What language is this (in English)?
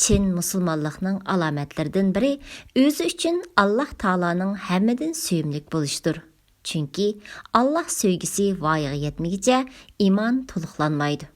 Uyghur